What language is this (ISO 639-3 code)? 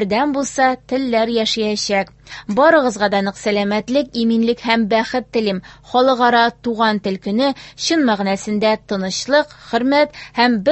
tat